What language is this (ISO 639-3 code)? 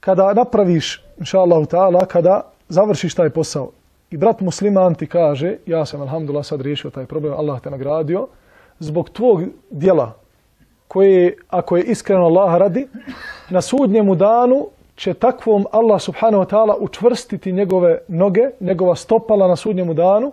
bos